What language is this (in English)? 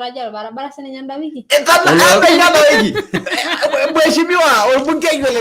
Masai